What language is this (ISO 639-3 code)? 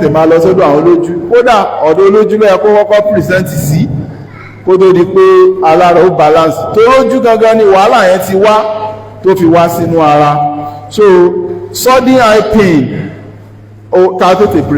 yor